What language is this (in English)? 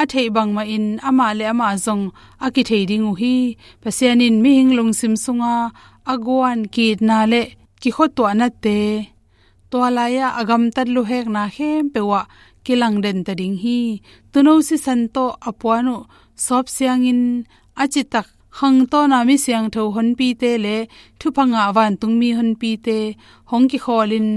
Tedim Chin